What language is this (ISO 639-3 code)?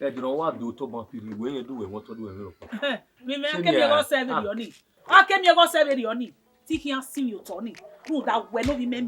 bin